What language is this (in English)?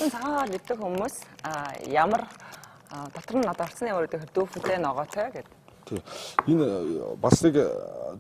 Mongolian